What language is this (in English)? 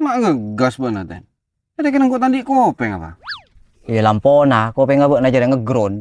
Madurese